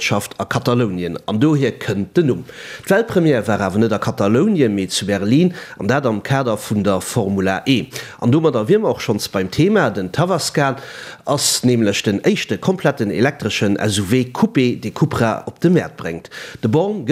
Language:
Luxembourgish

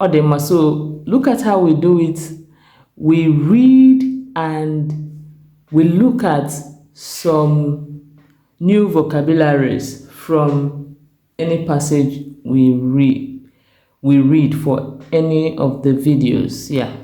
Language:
Igbo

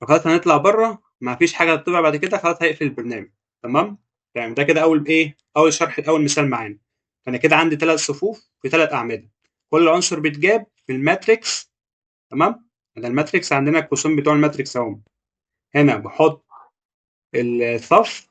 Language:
Egyptian Arabic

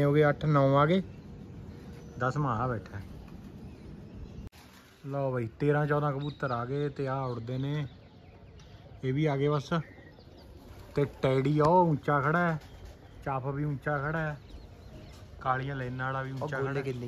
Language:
Punjabi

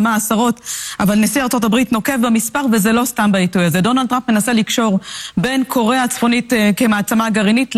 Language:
Hebrew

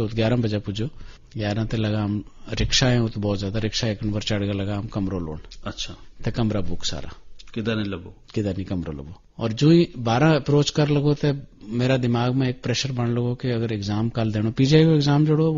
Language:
Gujari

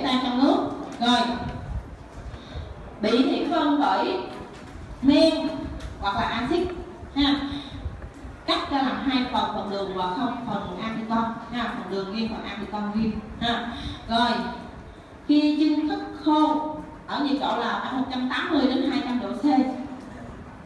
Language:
Vietnamese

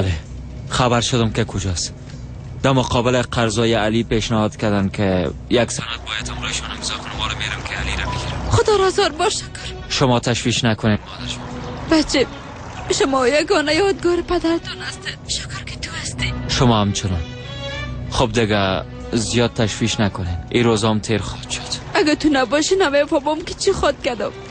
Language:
Persian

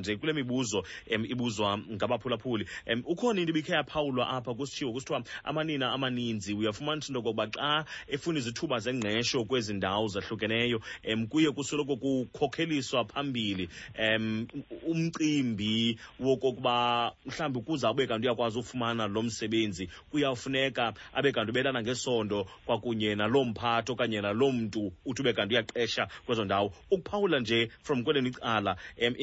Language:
Xhosa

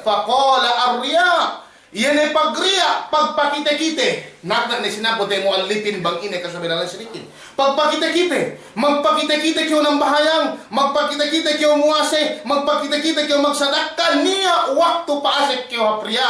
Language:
Yakan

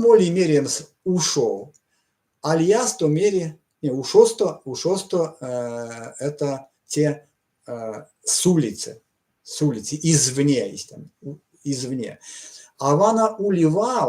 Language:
Erzya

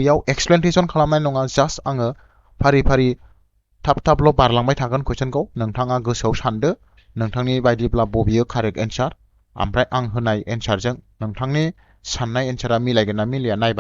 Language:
Bodo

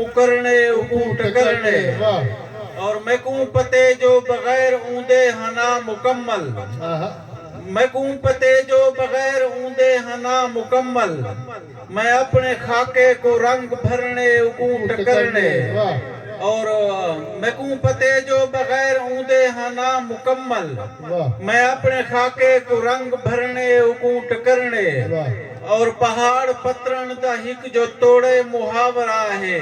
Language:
Saraiki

